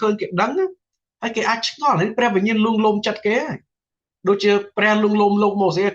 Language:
Khmer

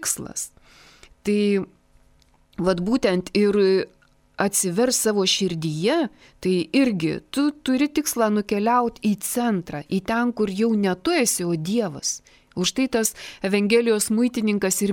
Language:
Lithuanian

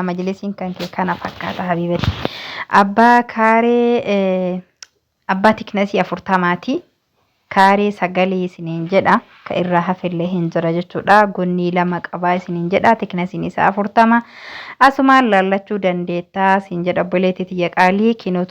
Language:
Oromo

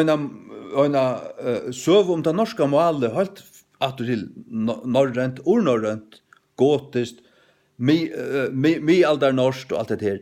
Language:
Faroese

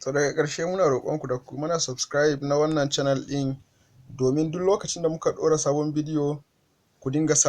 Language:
Hausa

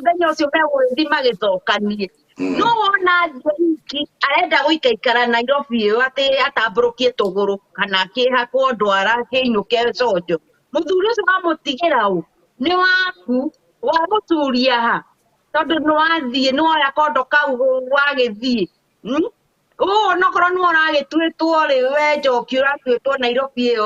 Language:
Kikuyu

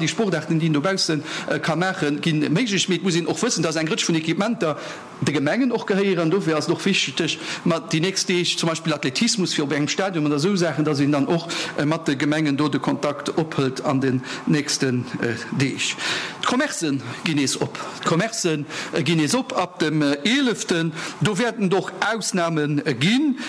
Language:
Luxembourgish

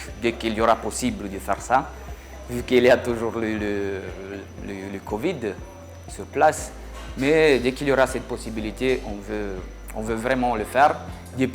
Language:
Luxembourgish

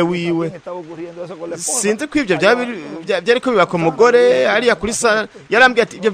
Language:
Rundi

